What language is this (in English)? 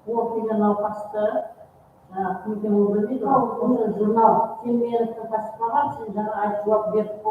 Kara-Kalpak